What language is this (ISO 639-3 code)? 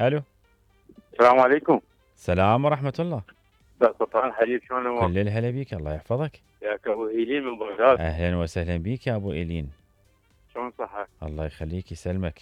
acm